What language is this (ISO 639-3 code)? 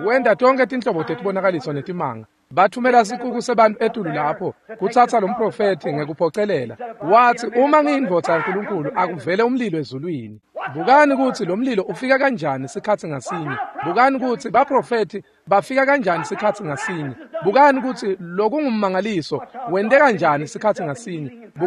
ssw